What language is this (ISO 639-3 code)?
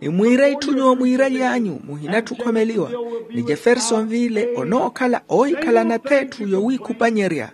vmw